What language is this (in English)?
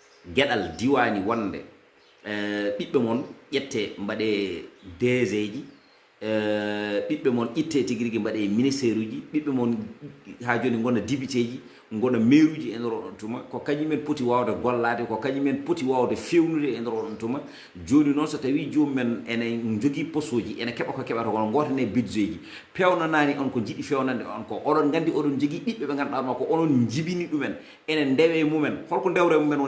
Fula